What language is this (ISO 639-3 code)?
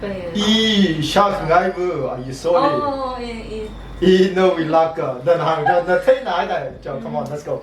nmf